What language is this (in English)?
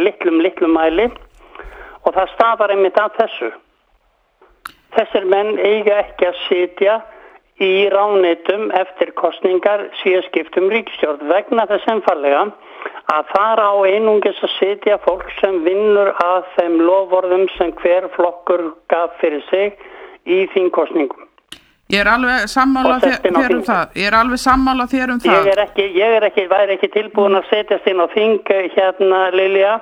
Icelandic